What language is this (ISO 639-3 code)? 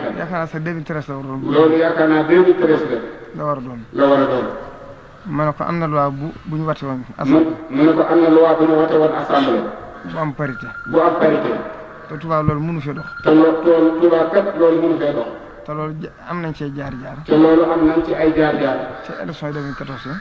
wol